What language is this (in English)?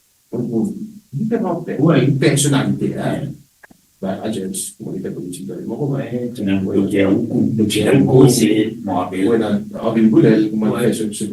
Morisyen